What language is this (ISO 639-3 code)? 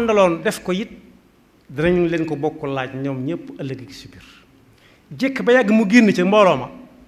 wol